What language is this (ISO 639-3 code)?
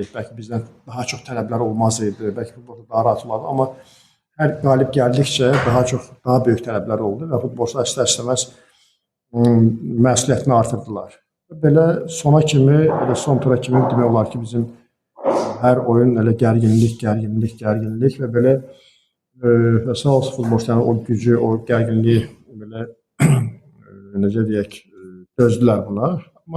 aze